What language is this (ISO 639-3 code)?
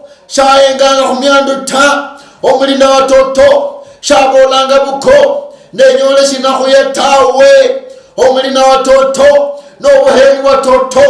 luy